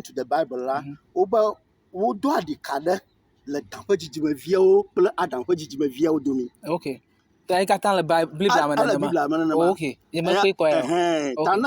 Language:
Ewe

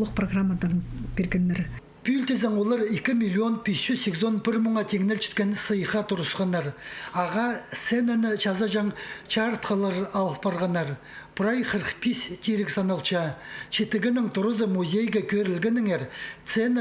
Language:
Khakas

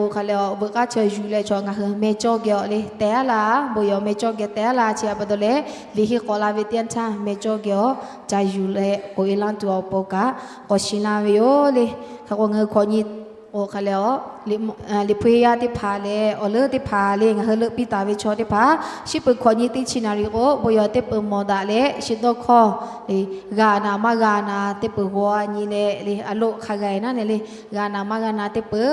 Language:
Lahu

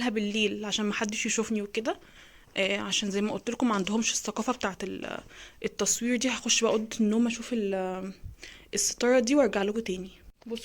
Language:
Egyptian Arabic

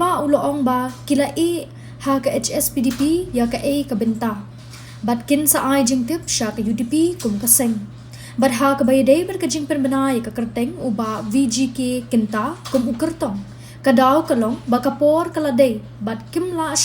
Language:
Khasi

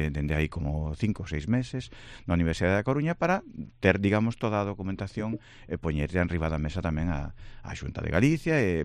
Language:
Galician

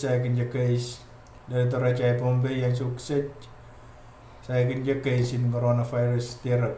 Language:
Pohnpeian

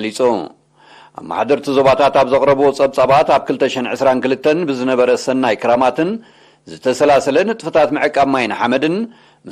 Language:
Tigrinya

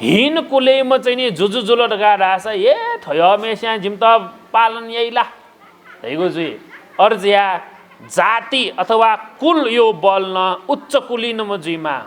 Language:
Newari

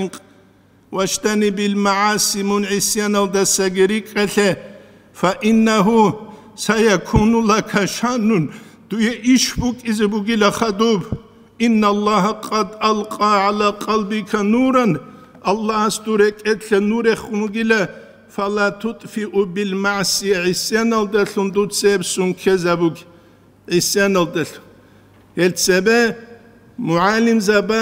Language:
Avaric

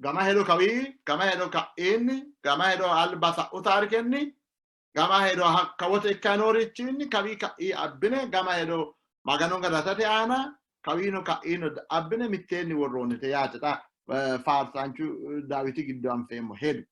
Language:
Sidamo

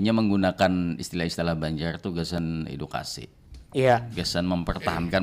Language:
Banjar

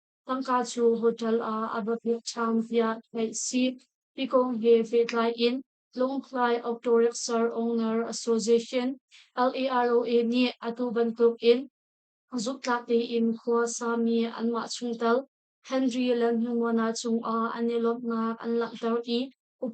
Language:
Hakha Chin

